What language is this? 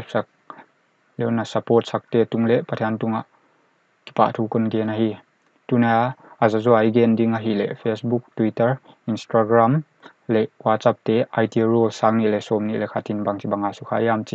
Paite Chin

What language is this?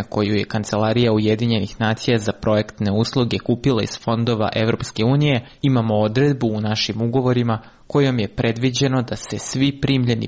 Serbian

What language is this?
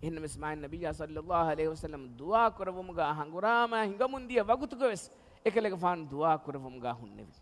Divehi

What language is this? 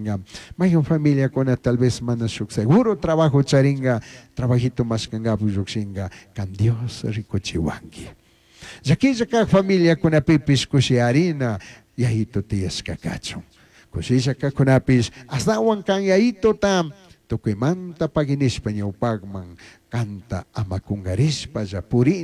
Chimborazo Highland Quichua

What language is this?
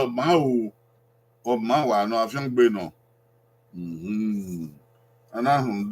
Bini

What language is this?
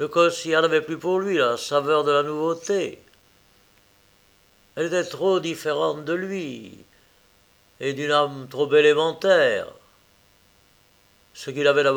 French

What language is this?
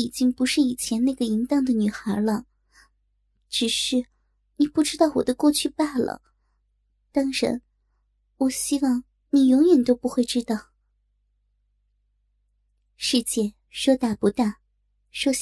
Chinese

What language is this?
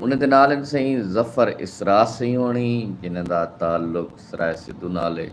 Saraiki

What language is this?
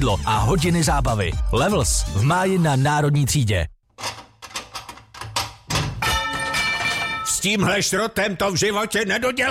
Czech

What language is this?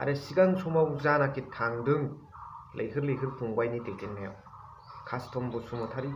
Bodo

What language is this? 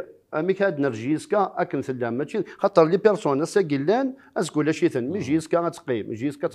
Kabyle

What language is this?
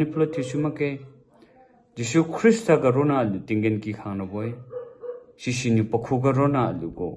Liangmai Naga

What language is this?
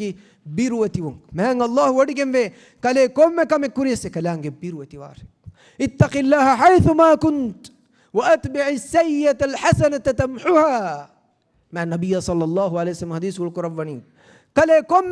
Divehi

